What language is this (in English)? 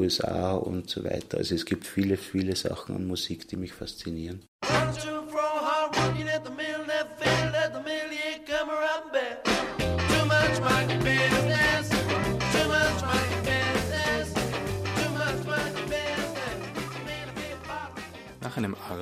German